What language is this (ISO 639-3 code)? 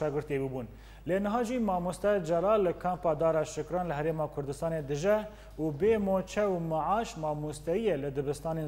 kur